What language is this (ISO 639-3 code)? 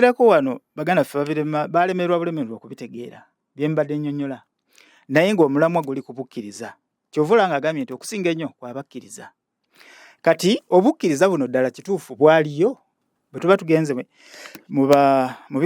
lug